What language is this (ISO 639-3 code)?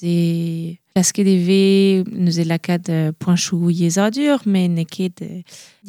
bre